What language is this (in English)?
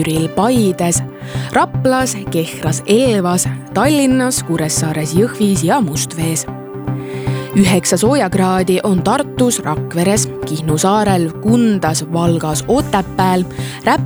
Estonian